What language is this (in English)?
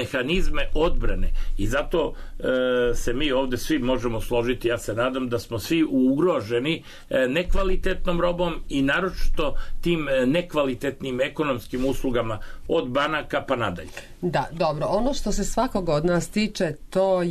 Serbian